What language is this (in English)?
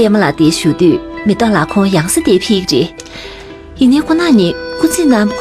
Tibetan